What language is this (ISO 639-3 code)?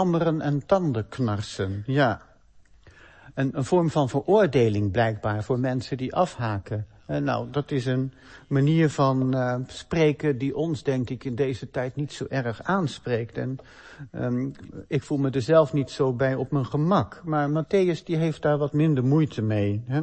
nld